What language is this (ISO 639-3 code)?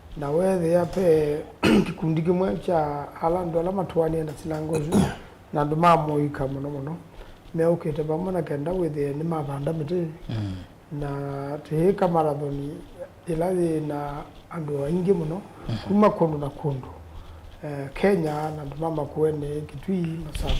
kam